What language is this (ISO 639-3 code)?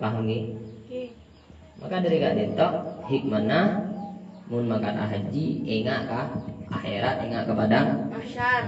mad